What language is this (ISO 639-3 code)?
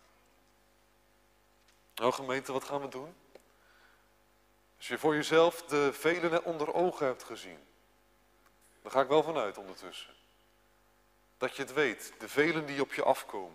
nld